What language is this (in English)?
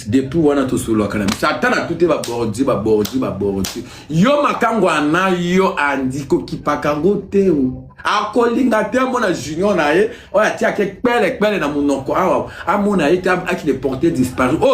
Lingala